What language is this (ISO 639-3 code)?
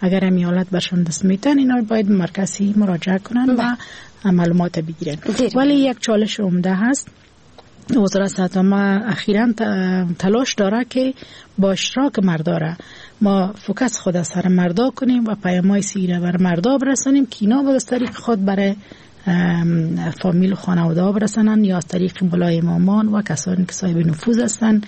fas